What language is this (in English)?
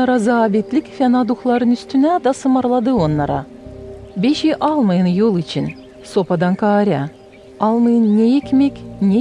Gagauz